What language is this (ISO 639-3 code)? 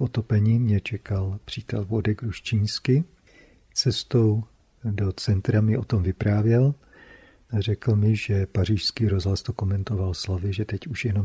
ces